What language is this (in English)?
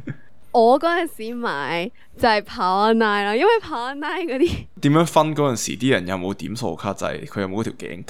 Cantonese